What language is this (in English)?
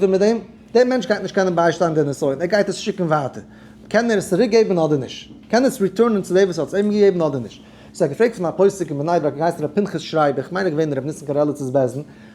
Yiddish